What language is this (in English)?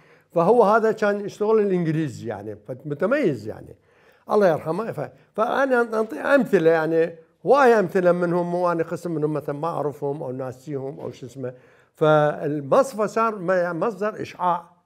Mesopotamian Arabic